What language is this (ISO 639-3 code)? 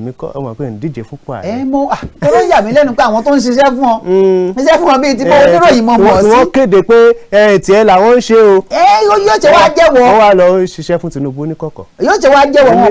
yor